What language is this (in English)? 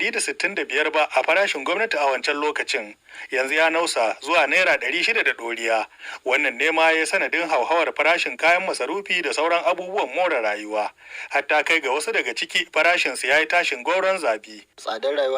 Hausa